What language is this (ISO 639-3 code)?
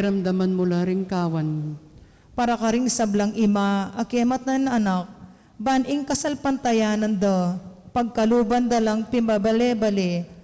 pam